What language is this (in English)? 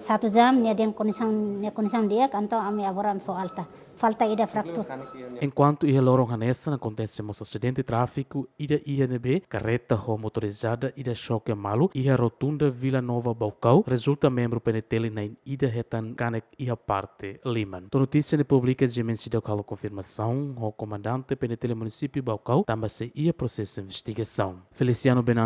Tetum